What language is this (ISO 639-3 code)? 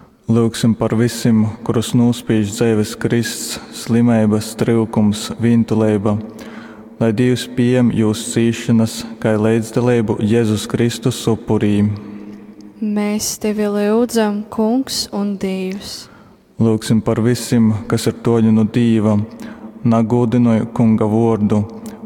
ltg